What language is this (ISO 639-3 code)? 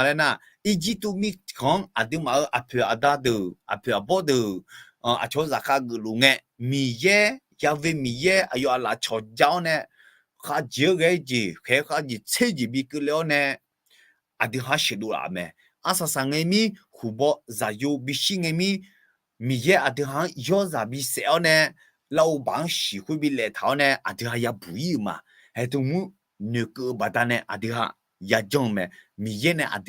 ahk